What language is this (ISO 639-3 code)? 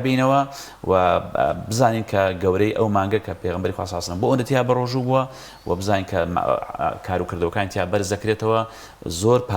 ckb